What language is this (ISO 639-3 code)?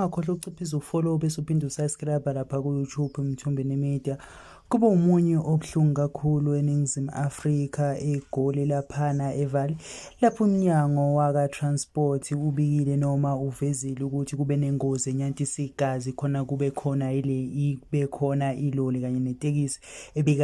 zul